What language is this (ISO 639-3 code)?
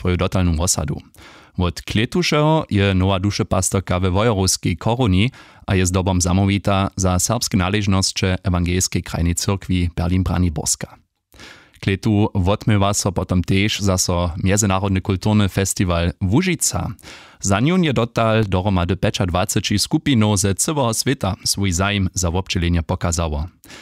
hsb